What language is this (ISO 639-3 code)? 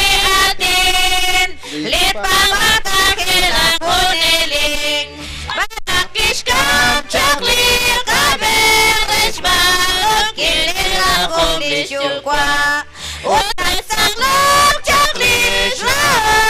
kek